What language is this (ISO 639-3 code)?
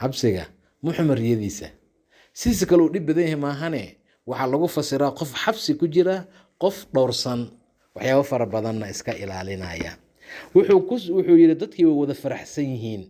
som